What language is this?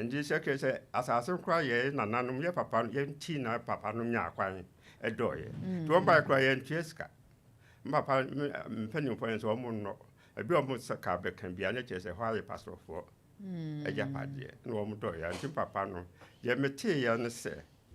Akan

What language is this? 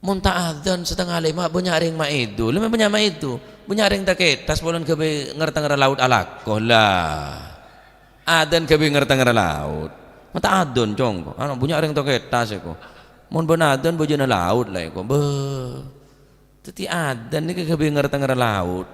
Madurese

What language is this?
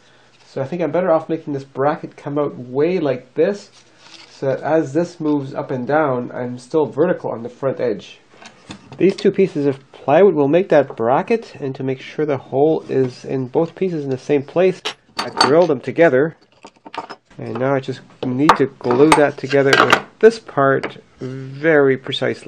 English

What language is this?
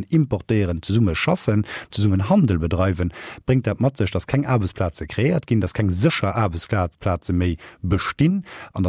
Luxembourgish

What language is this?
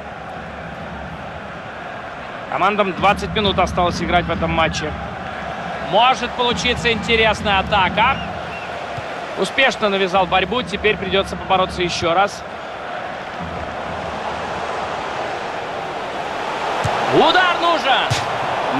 Russian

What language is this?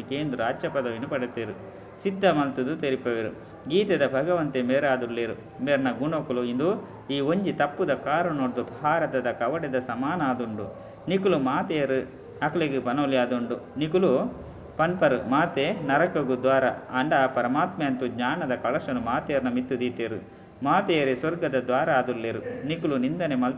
Tulu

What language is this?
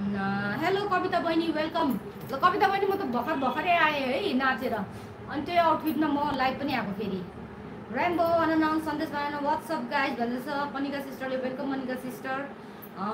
Nepali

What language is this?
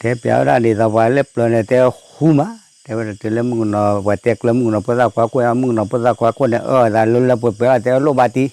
S'gaw Karen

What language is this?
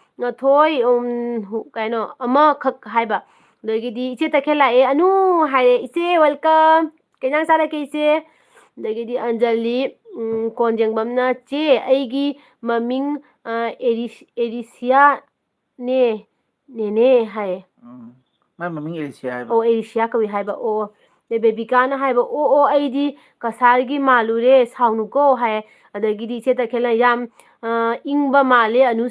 Manipuri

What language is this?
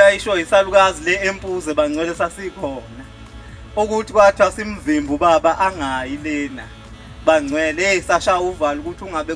Zulu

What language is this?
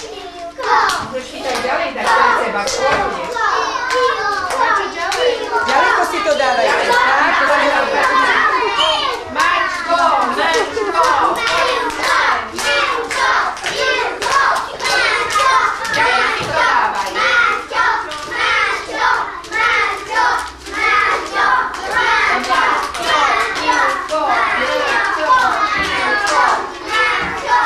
Slovak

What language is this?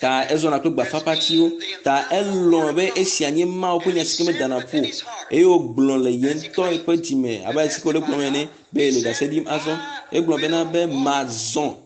Ewe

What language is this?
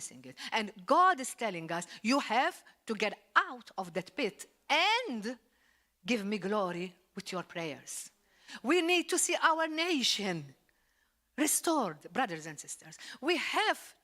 English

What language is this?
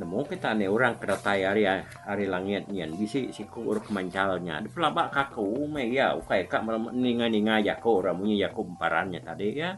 Iban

